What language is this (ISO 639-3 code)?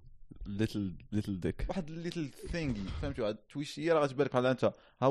ary